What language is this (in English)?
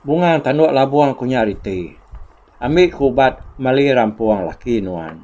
Iban